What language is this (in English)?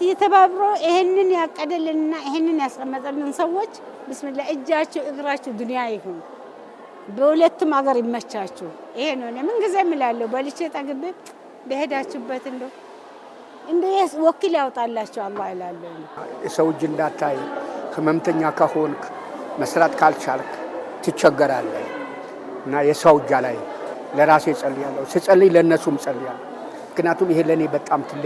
Amharic